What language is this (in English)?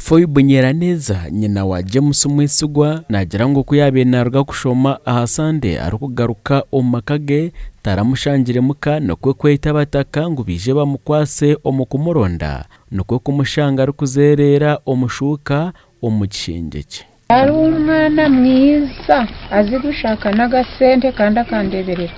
Nyankole